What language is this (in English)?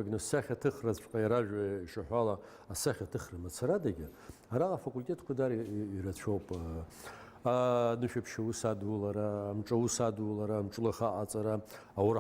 Abkhazian